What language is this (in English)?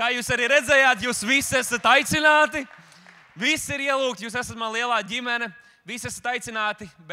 Latvian